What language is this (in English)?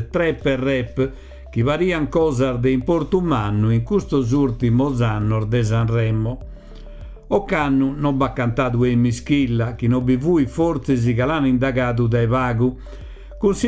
Sardinian